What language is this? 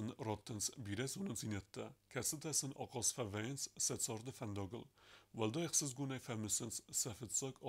Ossetic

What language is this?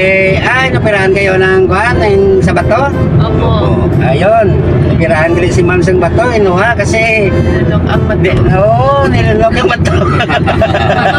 Hiligaynon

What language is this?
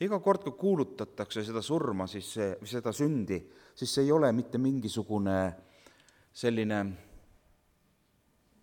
Estonian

